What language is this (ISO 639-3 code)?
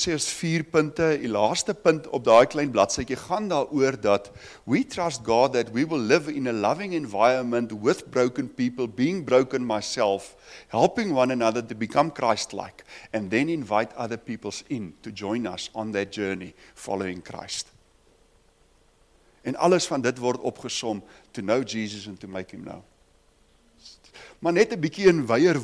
afr